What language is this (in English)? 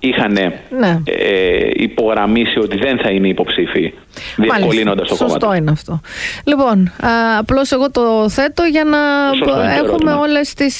Greek